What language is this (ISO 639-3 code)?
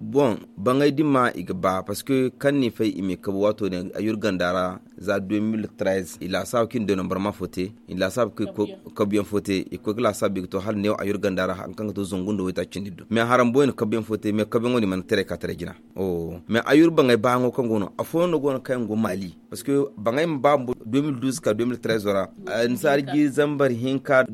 dje